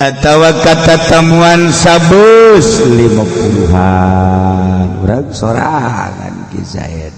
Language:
Sundanese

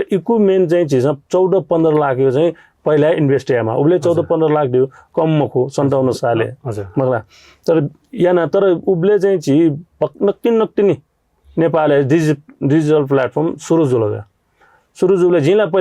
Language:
Newari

